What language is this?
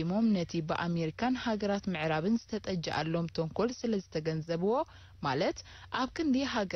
Tigrinya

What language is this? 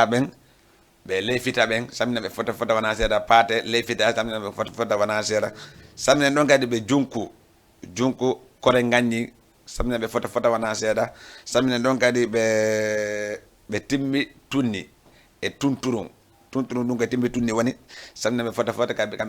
Fula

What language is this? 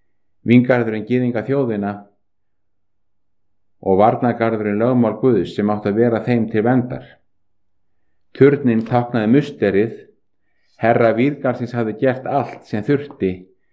Icelandic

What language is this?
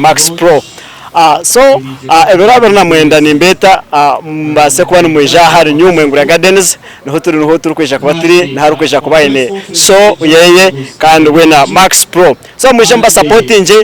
Nyankole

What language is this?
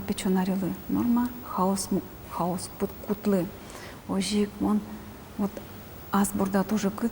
Udmurt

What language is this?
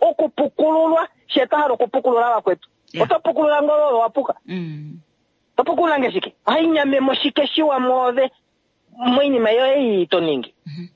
Kuanyama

